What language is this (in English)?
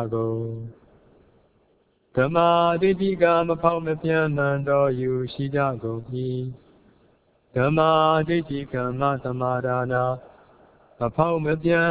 Burmese